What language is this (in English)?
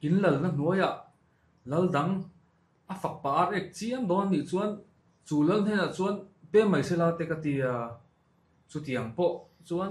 Mizo